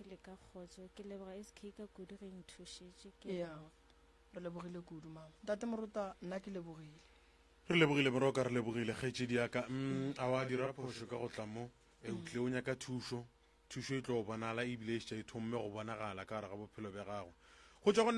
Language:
Northern Sotho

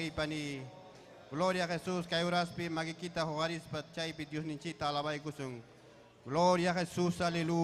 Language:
Ayacucho Quechua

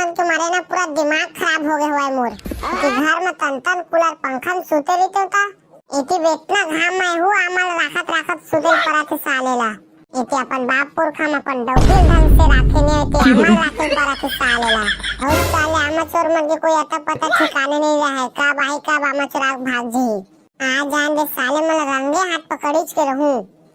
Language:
Chhattisgarhi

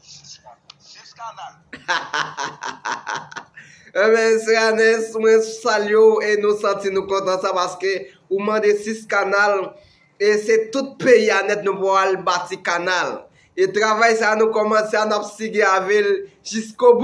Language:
Haitian Creole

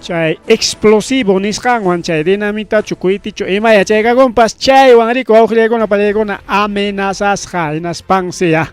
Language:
Ayacucho Quechua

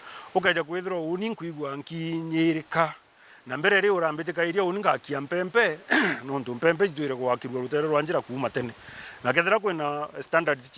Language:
Meru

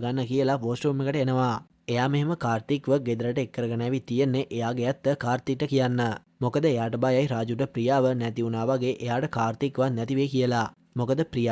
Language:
Sinhala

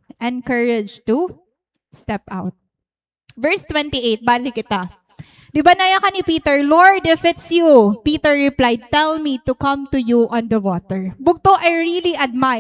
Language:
Waray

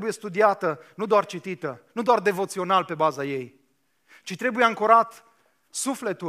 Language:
Romanian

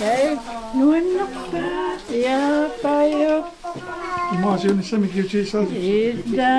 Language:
Kalaallisut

